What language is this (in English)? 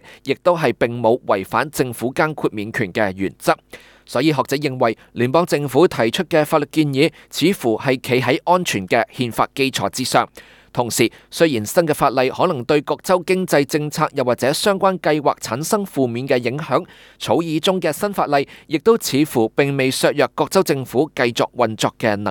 Cantonese